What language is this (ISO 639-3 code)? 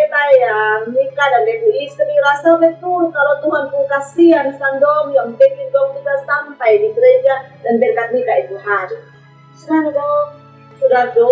mkn